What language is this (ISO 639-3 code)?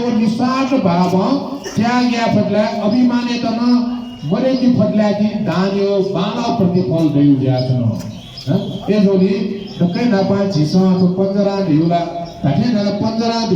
new